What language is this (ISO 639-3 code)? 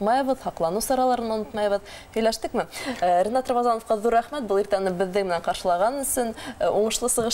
bak